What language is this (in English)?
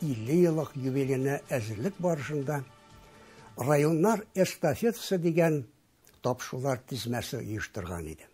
Tatar